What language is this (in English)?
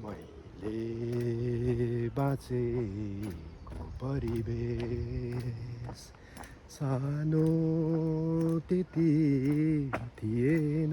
Nepali